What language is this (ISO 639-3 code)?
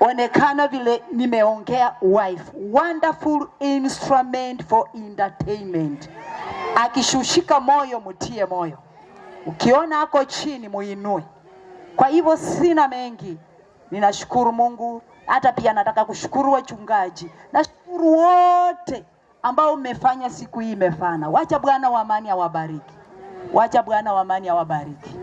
swa